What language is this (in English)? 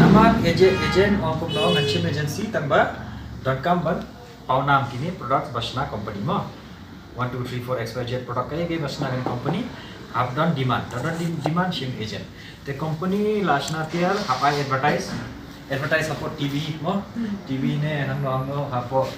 Khasi